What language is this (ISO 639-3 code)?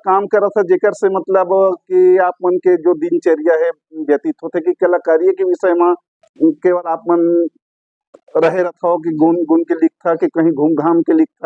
hne